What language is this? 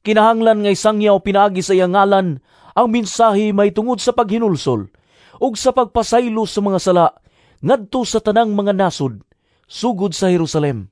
Cebuano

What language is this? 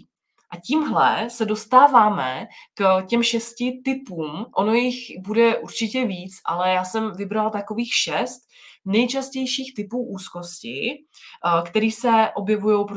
Czech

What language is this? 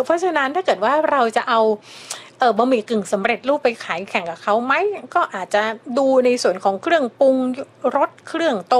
Thai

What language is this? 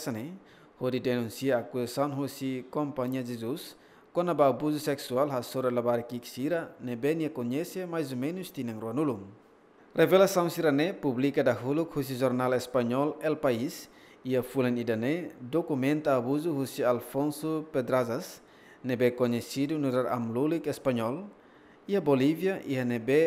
Tetum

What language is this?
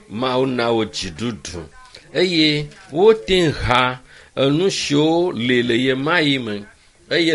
Ewe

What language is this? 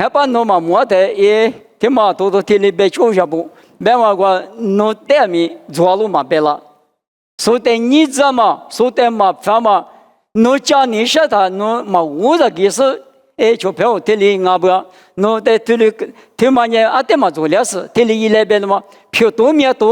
Lisu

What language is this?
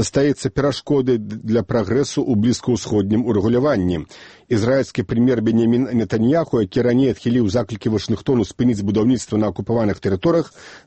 Belarusian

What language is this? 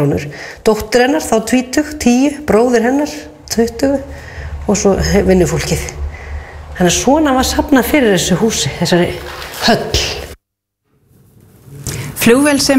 Icelandic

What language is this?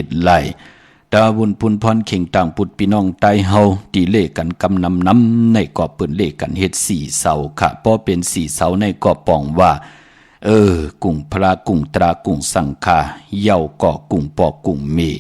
Shan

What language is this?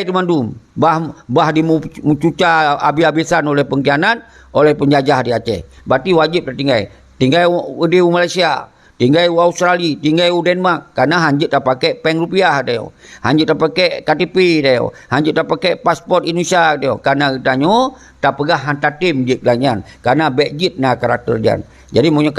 Achinese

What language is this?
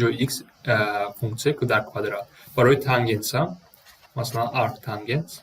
Tajik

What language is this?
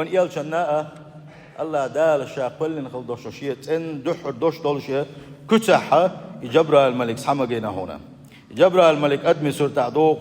Chechen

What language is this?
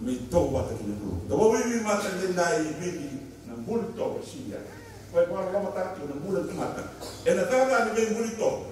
Fijian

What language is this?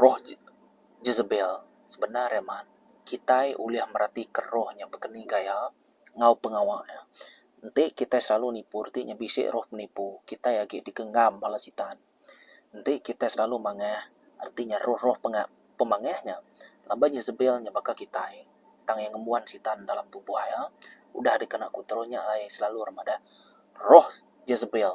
Iban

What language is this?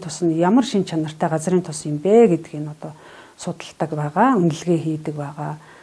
Mongolian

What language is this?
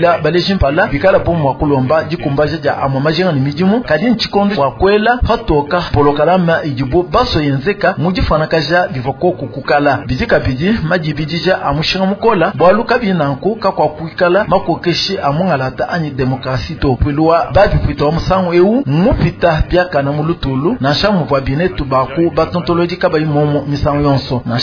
Luba-Lulua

